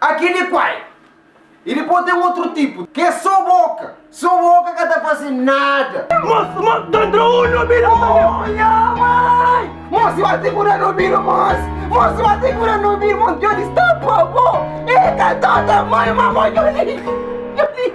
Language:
Kabuverdianu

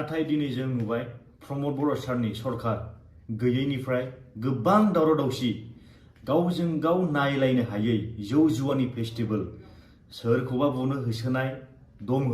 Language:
Bodo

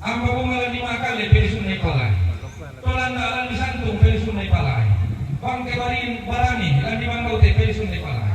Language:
Toraja-Sa'dan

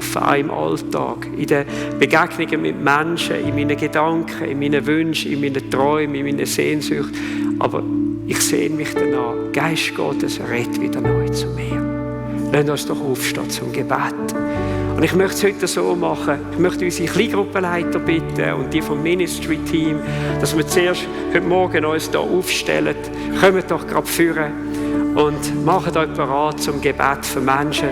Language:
Swiss German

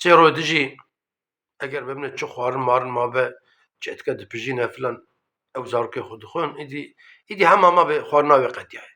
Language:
Kurdish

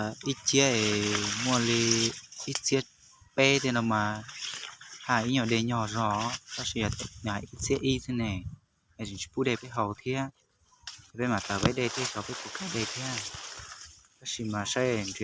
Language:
Hmong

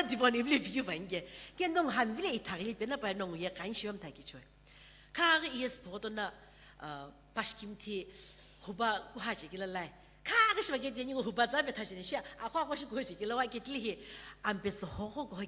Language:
Sumi Naga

